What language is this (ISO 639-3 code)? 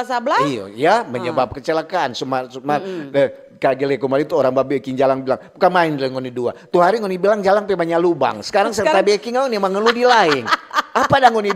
xmm